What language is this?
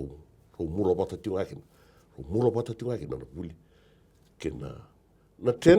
Fijian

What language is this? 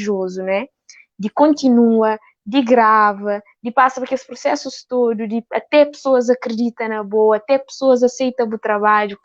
Kabuverdianu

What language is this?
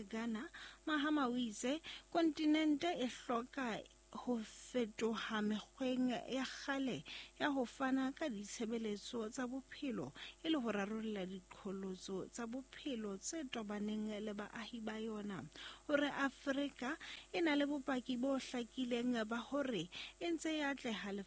Southern Sotho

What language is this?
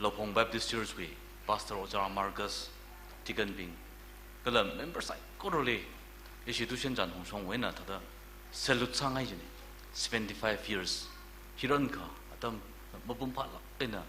Tangkhul Naga (India)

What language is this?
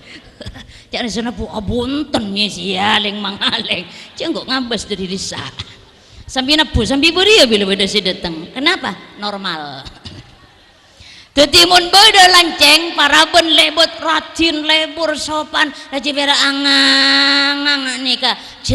Madurese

